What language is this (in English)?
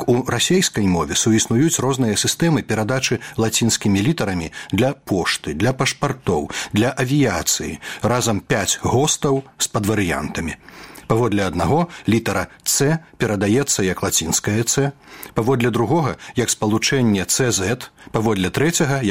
Belarusian